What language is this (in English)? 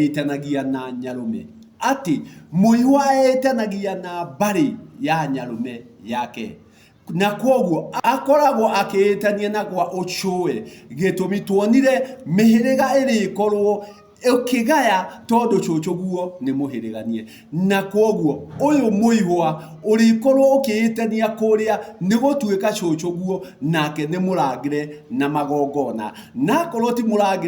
Kikuyu